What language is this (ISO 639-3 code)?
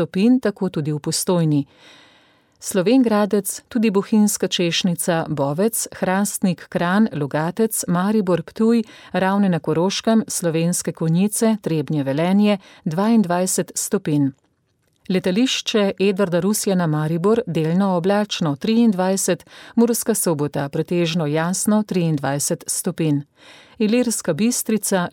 slv